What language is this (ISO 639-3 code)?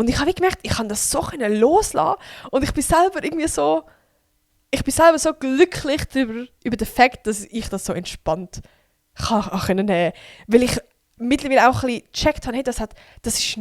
gsw